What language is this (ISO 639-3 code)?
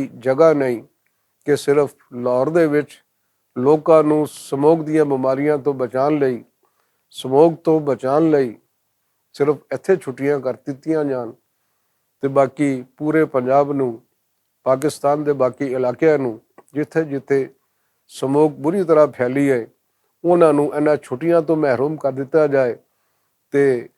lah